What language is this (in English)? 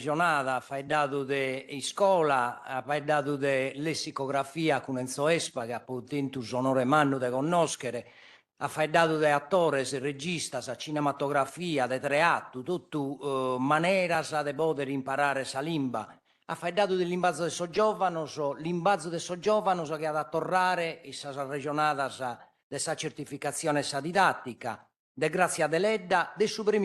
Sardinian